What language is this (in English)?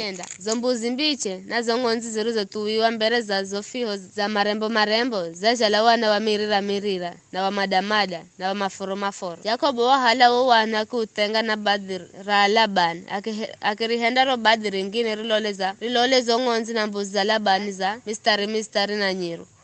Giryama